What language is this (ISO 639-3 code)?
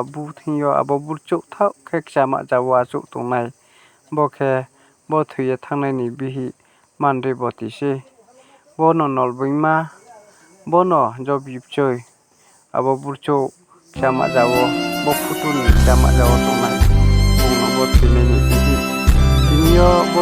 ria